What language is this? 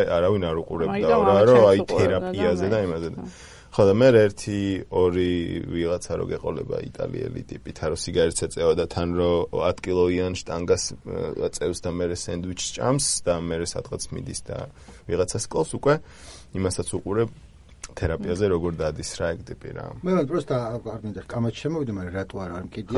Georgian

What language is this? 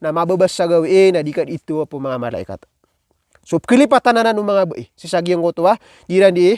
Maranao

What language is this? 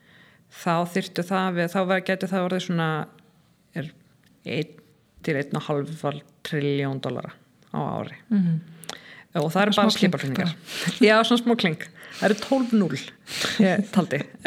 Icelandic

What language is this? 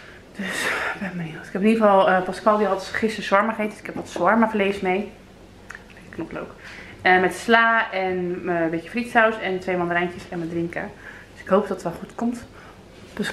Dutch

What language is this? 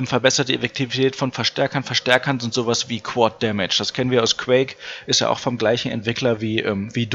German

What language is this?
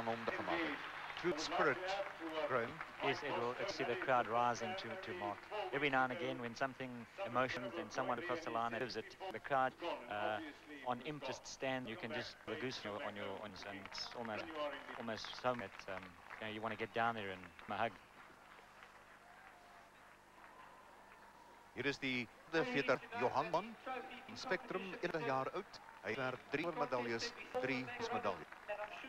Afrikaans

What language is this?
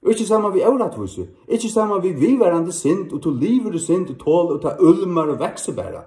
Faroese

